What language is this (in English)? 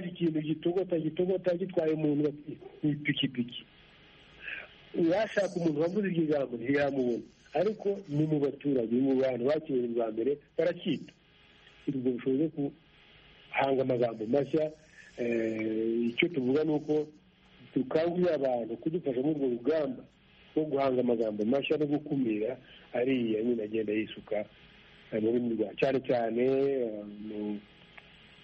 Kinyarwanda